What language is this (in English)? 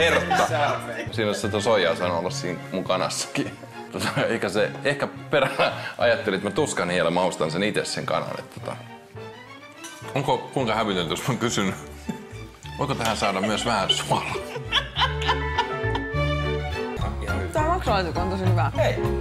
Finnish